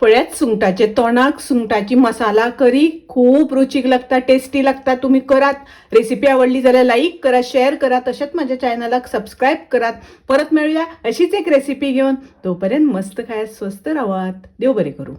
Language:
Konkani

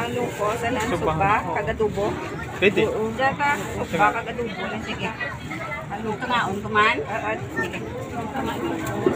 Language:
Hiligaynon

